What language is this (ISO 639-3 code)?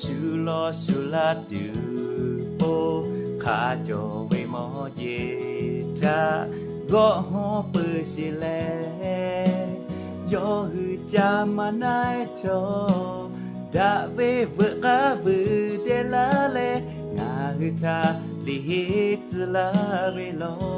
lhu